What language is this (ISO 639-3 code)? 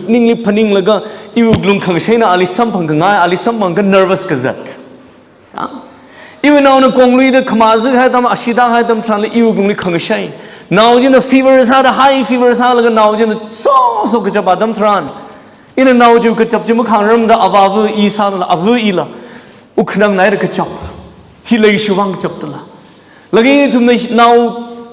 nmf